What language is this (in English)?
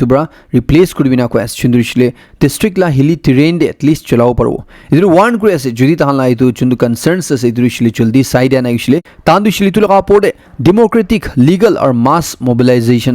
Naga Pidgin